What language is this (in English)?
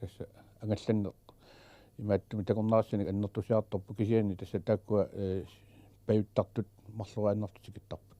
Kalaallisut